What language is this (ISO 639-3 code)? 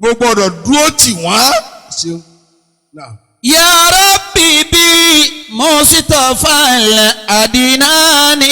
yor